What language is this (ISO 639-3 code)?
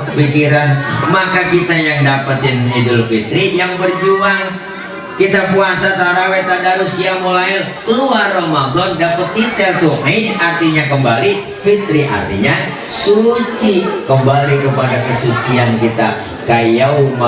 bew